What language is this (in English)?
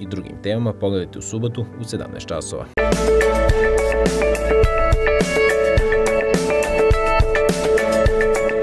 Serbian